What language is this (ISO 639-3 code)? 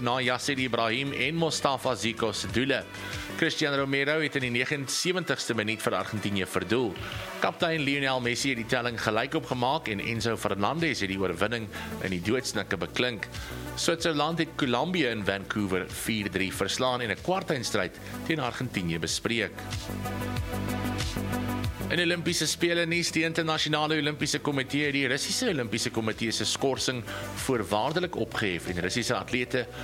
afr